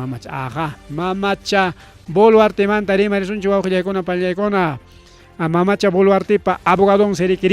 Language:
Ayacucho Quechua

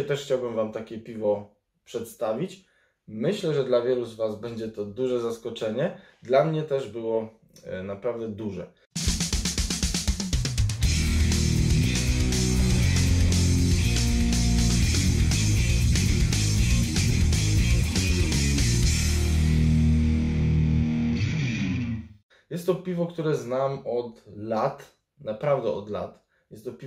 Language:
Polish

